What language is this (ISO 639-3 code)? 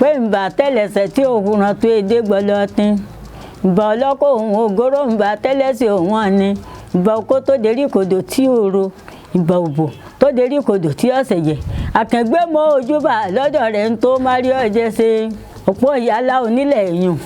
yor